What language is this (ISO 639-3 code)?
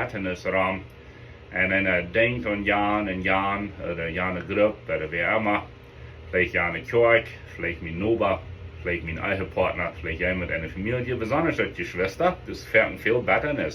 pdt